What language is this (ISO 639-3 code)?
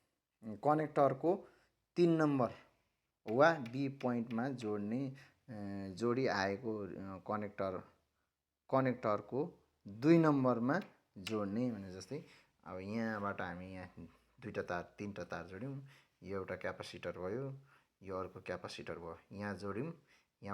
nep